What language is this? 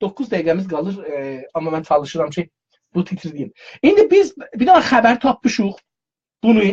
South Azerbaijani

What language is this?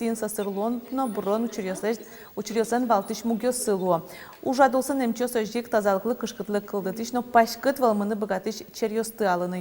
Udmurt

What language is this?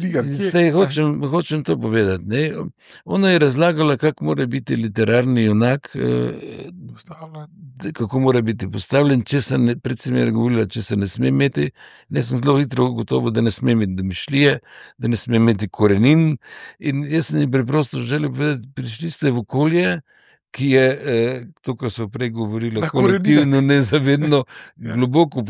Slovenian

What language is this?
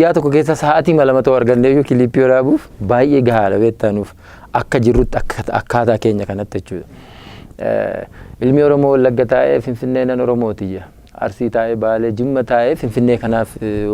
Oromo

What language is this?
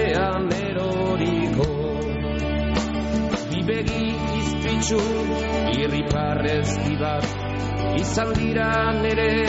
Basque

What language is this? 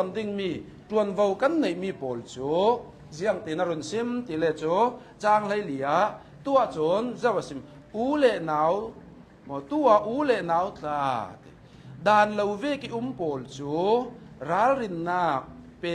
Hakha Chin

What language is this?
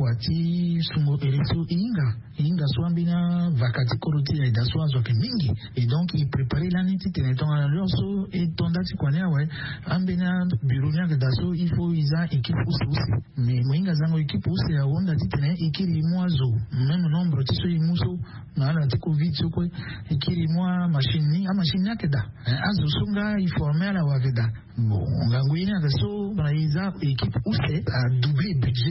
Sango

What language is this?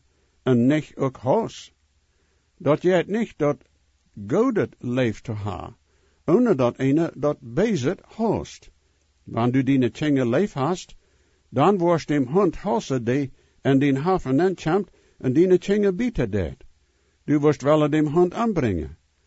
Plautdietsch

